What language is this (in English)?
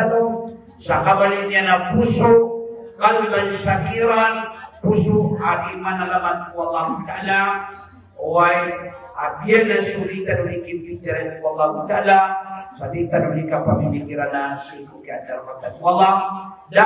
Maranao